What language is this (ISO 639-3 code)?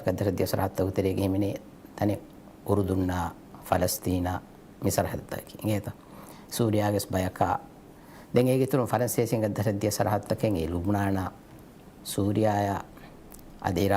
div